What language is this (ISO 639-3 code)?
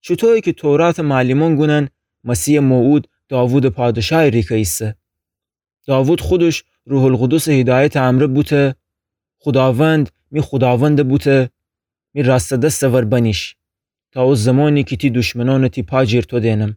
glk